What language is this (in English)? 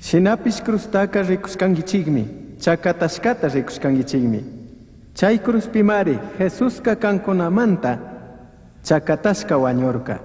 Chimborazo Highland Quichua